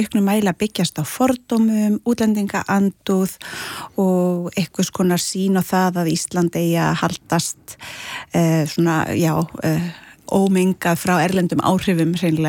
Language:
Icelandic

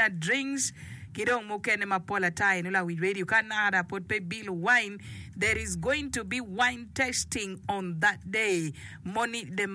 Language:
Acoli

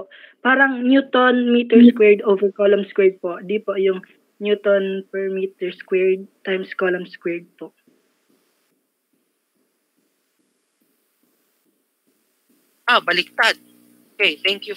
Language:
Filipino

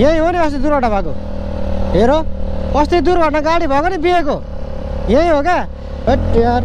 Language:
Nepali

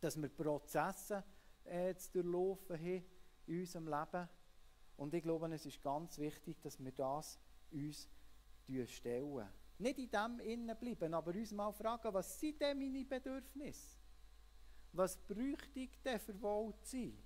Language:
Swiss German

